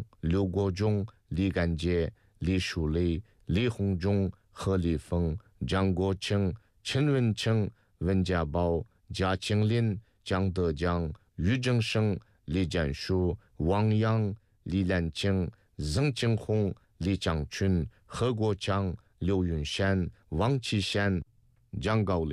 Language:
Uyghur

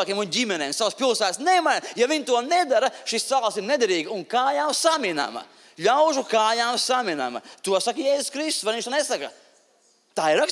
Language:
Latvian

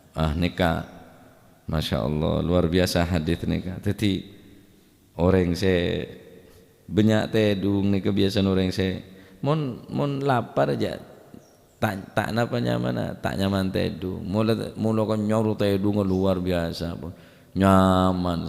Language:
Madurese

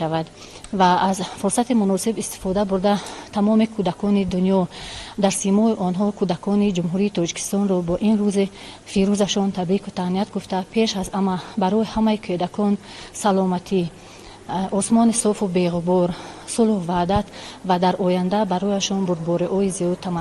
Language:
Tajik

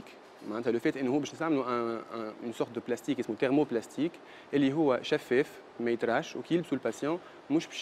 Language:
Tunisian Arabic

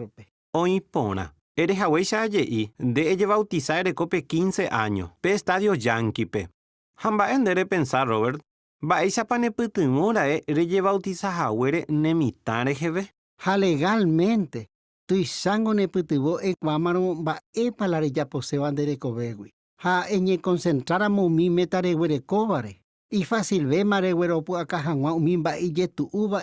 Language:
Guarani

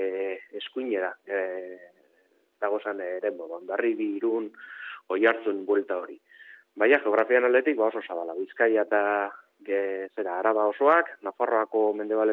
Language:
Basque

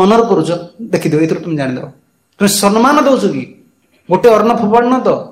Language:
Odia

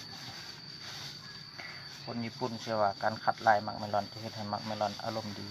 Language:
Lao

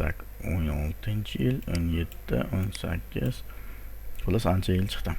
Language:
Uzbek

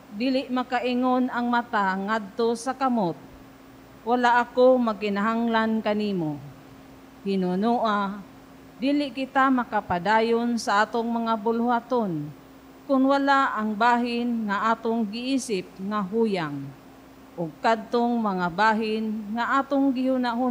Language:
Cebuano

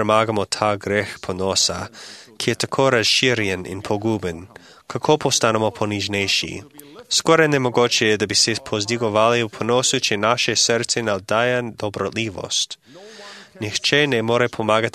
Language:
Slovenian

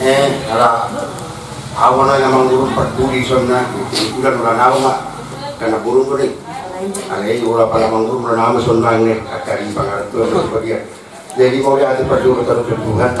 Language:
Batak Toba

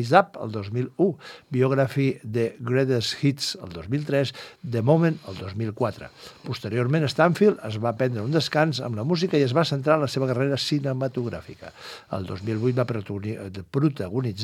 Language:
Catalan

